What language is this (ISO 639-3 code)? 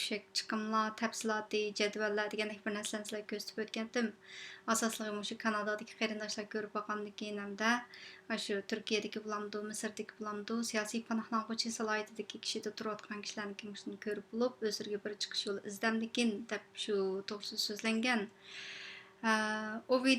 uig